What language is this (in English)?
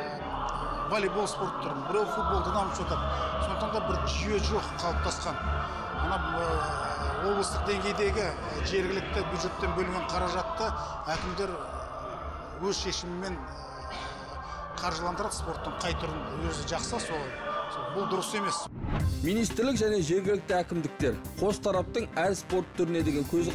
Kazakh